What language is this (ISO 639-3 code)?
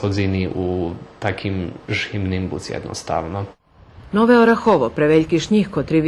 rue